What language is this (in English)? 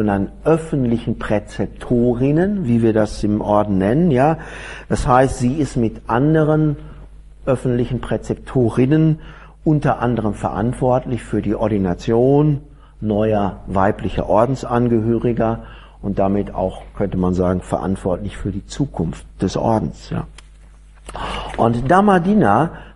German